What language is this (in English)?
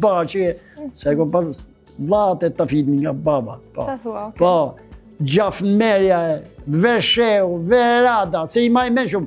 Albanian